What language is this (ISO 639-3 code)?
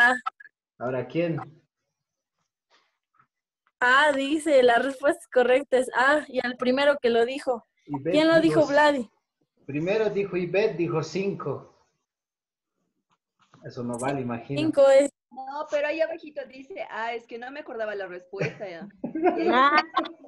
spa